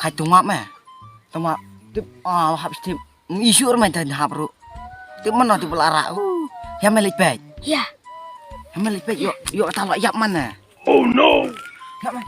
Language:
Khasi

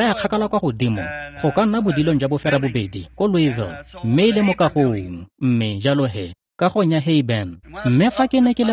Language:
Tswana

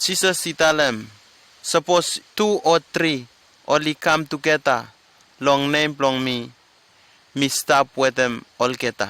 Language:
Bislama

